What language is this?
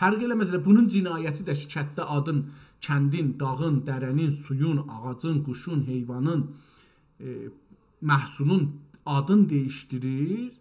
South Azerbaijani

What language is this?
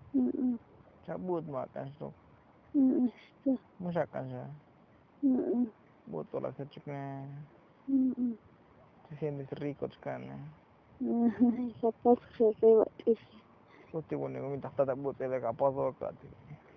Tzotzil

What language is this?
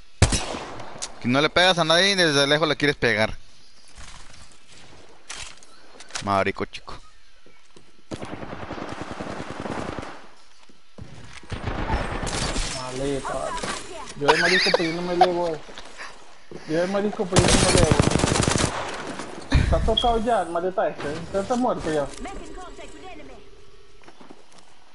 Spanish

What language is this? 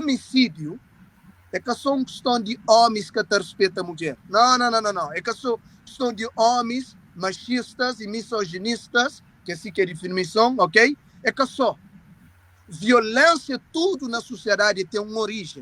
Kabuverdianu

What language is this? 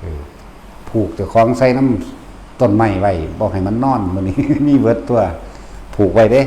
Northeastern Thai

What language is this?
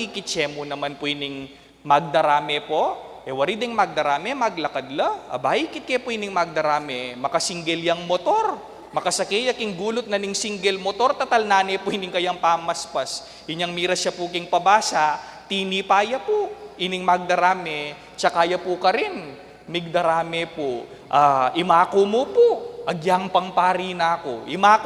Pampanga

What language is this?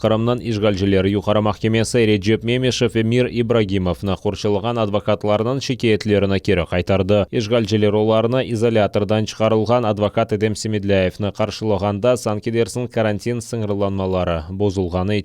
Crimean Tatar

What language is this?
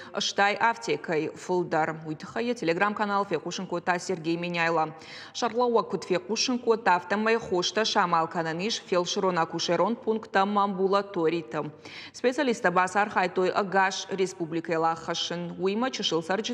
Ossetic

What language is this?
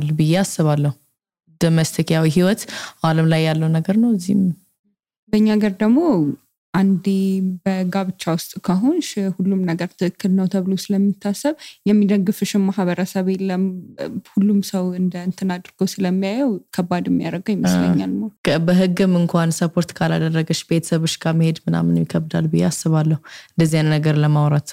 Amharic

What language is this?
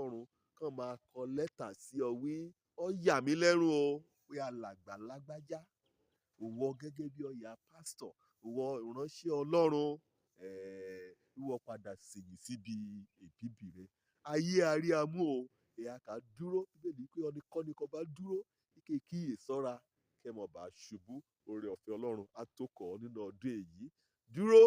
Yoruba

